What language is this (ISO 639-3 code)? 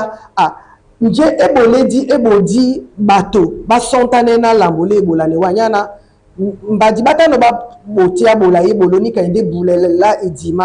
dua